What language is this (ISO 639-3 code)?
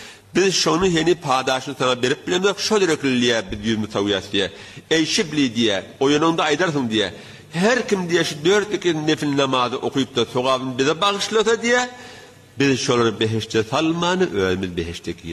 tuk